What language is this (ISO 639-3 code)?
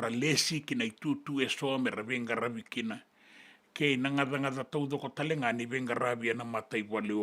fij